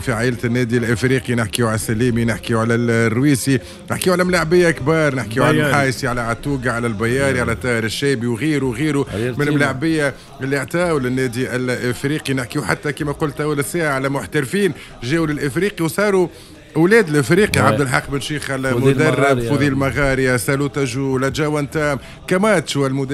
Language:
Tunisian Arabic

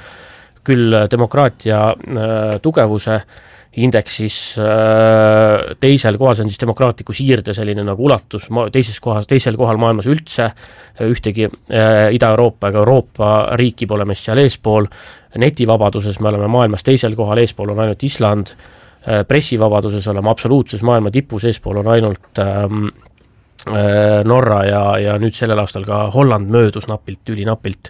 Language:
Estonian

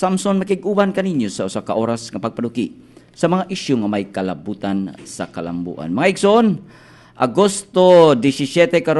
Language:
Cebuano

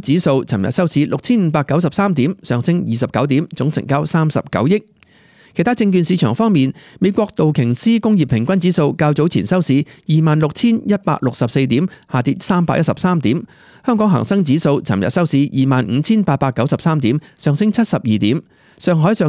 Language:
Cantonese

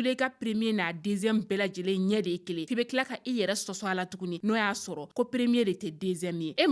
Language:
Bambara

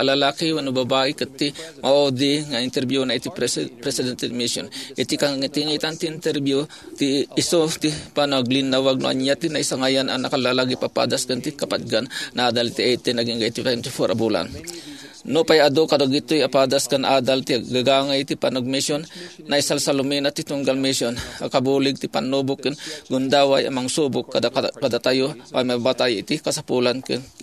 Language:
Iloko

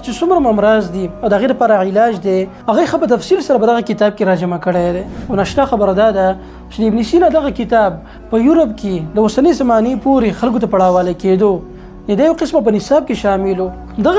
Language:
Pashto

